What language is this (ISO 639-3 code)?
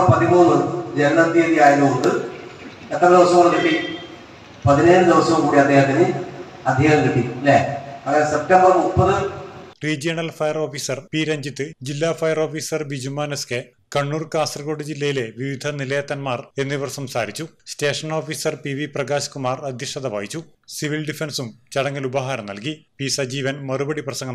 mal